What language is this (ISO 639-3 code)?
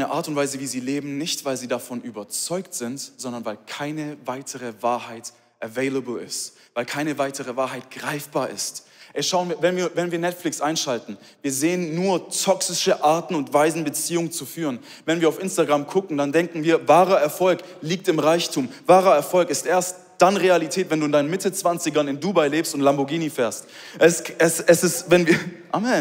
gsw